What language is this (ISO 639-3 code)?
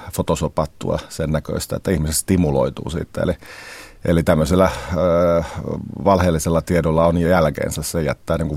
fin